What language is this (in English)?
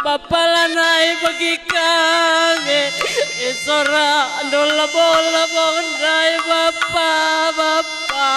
Batak Karo